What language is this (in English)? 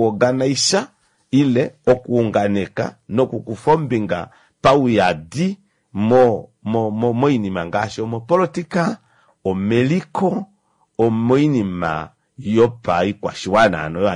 Kuanyama